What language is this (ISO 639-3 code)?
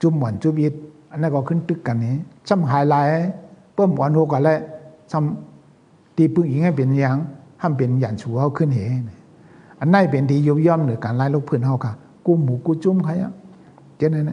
shn